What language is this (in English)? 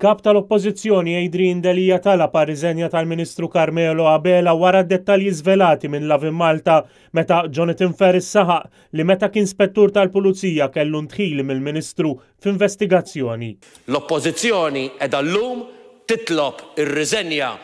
Maltese